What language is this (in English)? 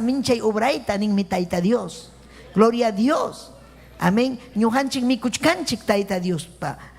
Ayacucho Quechua